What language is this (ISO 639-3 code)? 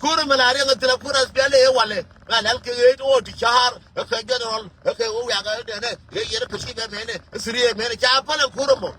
nus